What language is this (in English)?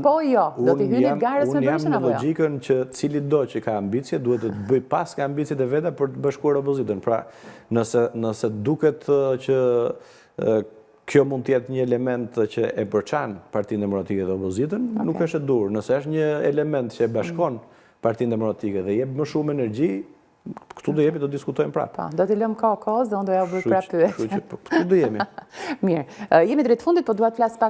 Albanian